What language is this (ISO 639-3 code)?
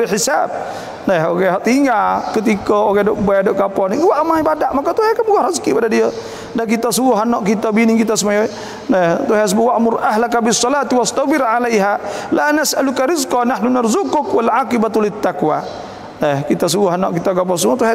msa